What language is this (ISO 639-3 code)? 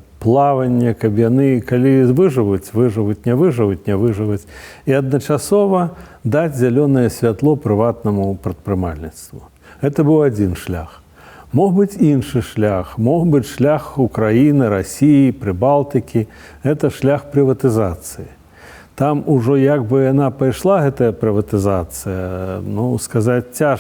bel